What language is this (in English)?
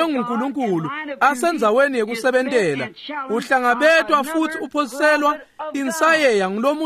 Swati